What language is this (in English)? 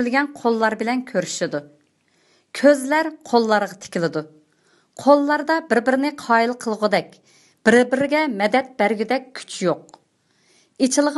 Uyghur